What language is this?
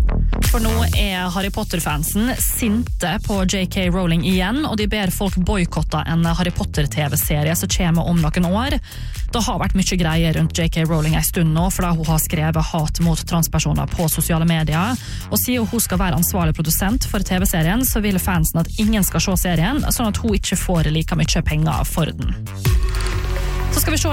Norwegian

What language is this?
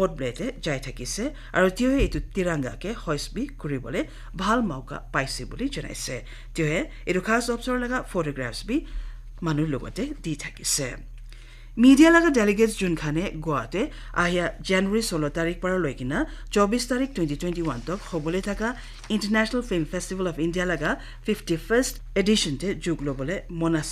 Naga Pidgin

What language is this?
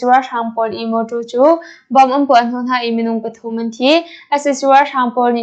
Hakha Chin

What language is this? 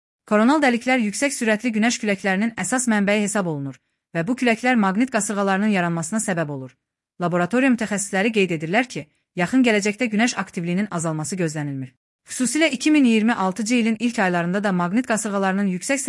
Azerbaijani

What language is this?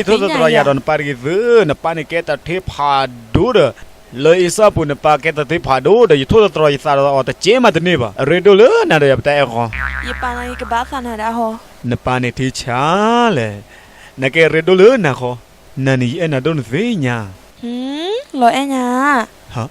S'gaw Karen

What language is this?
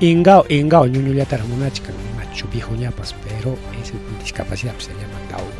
Ayacucho Quechua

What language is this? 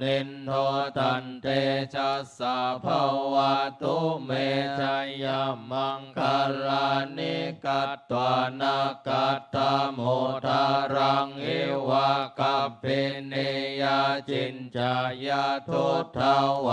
Pali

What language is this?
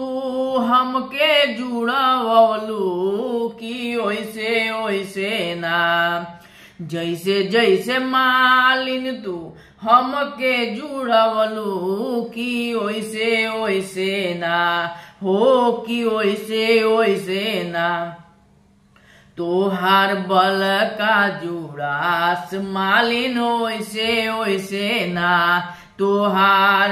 Bhojpuri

